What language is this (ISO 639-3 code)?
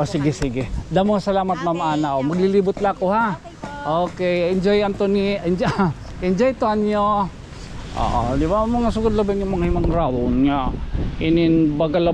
war